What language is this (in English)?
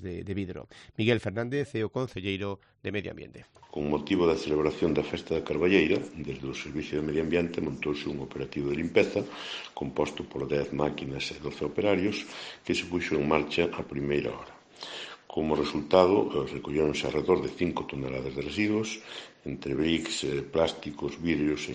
Galician